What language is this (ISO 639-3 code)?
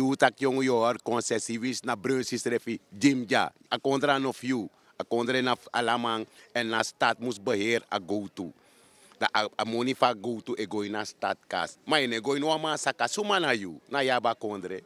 srn